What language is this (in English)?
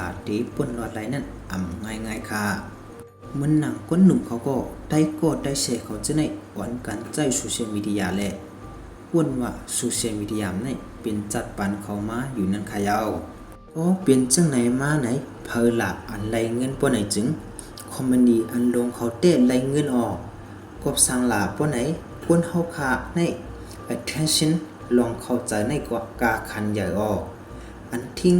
Shan